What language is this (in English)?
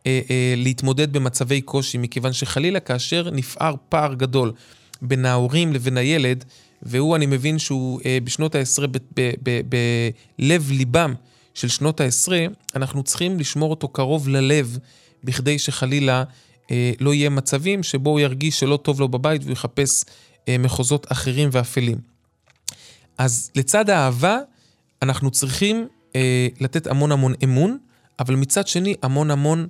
Hebrew